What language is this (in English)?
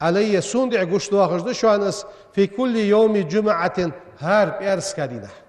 Ingush